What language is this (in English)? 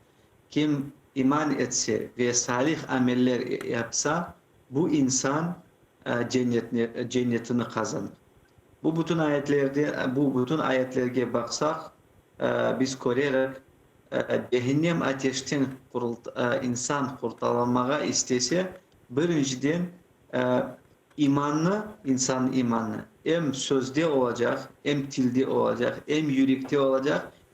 Crimean Tatar